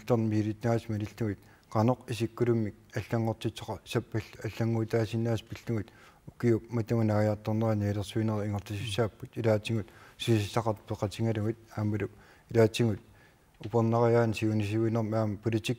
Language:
Kalaallisut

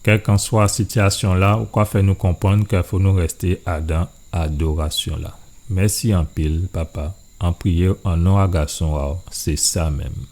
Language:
Guadeloupean Creole French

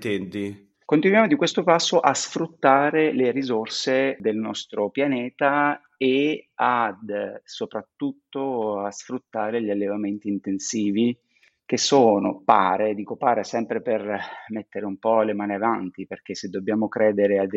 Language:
Italian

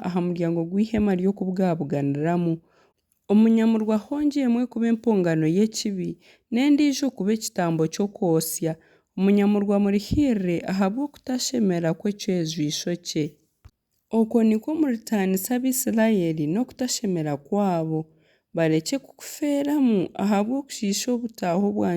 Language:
Nyankole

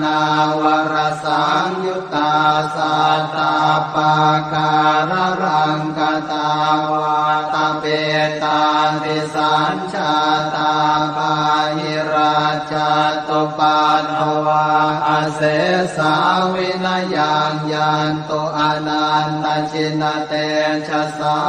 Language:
Pali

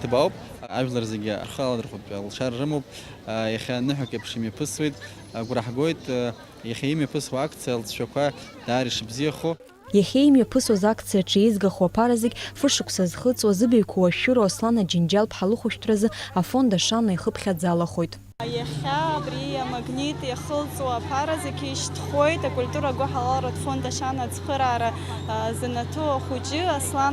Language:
Abkhazian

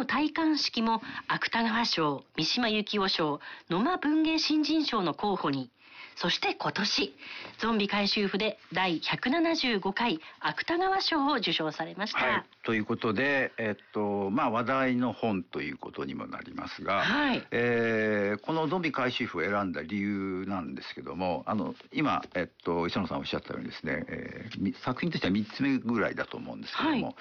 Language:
Japanese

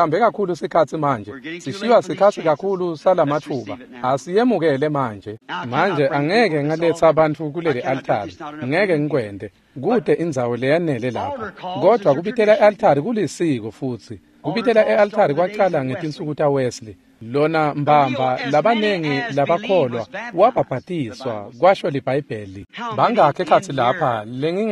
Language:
Swati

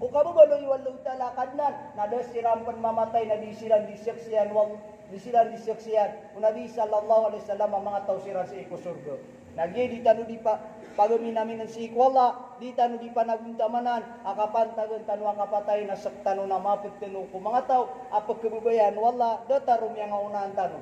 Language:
Maranao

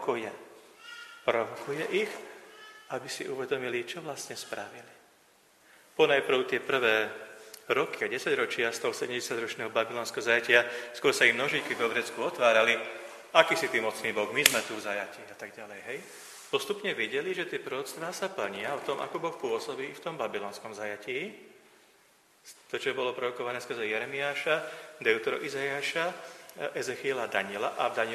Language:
Slovak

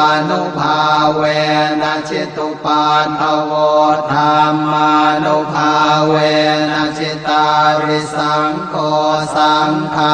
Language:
Pali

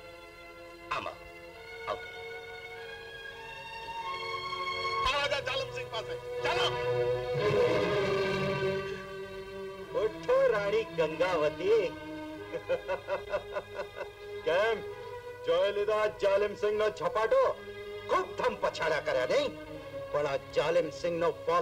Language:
Gujarati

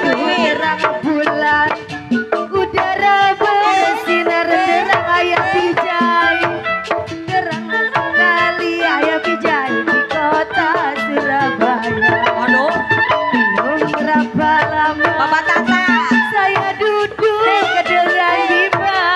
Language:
Betawi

